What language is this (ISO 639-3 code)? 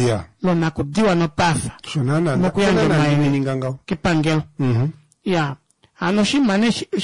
kua